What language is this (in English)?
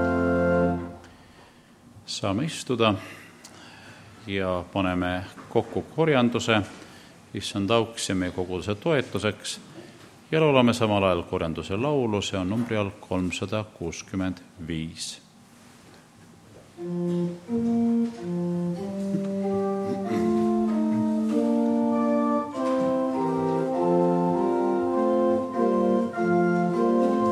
Estonian